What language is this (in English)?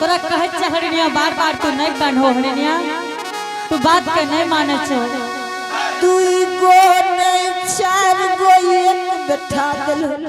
Angika